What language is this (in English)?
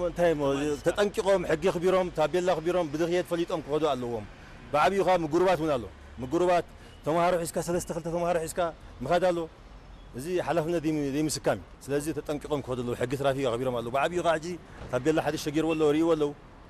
Tigrinya